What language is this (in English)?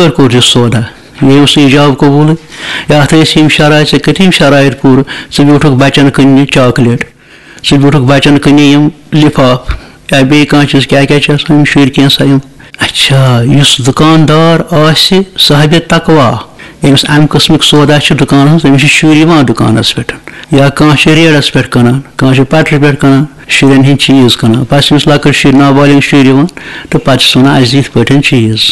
Kashmiri